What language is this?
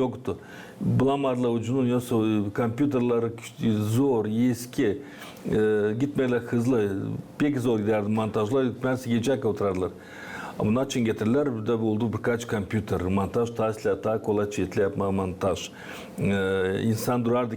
Gagauz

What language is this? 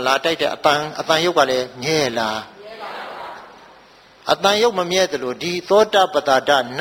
Burmese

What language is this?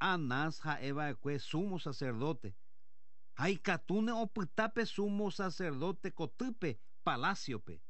Guarani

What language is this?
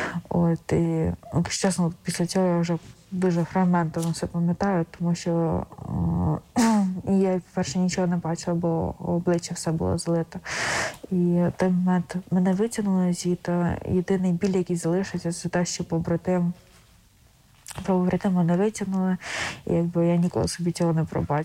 Ukrainian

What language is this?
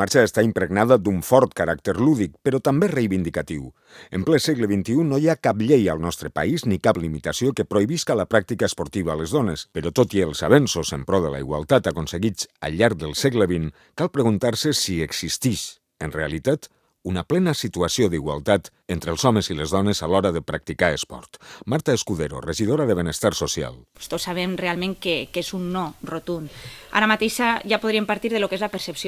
Catalan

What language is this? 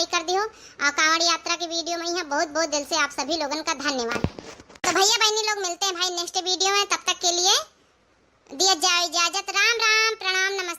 Awadhi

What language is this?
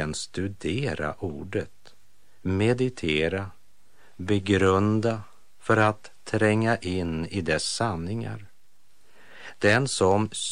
Swedish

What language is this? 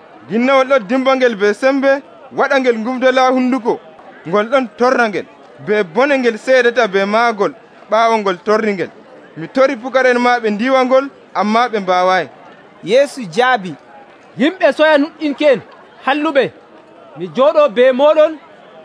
Nigerian Fulfulde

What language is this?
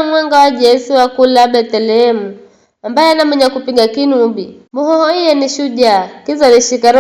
Giryama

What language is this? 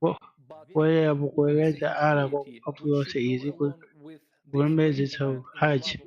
Nyanja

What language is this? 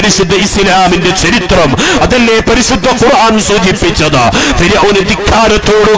Malayalam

